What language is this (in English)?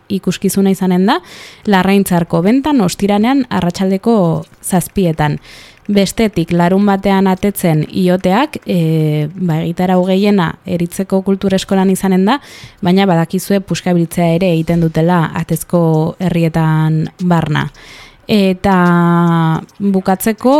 Basque